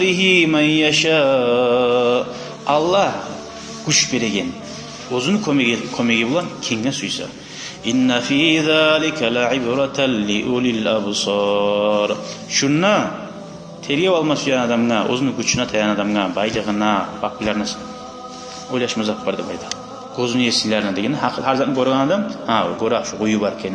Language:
Kumyk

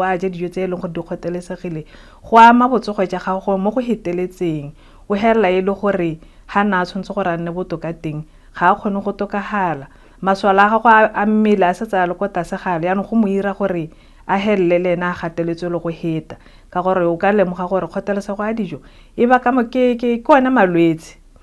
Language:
Tswana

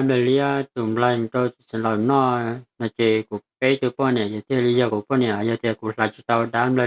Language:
Hmong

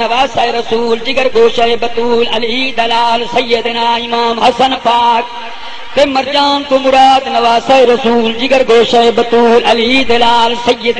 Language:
Saraiki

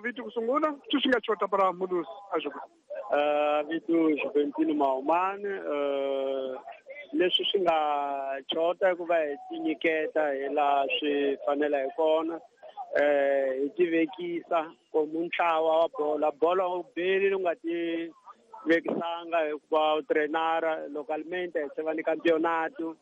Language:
Tsonga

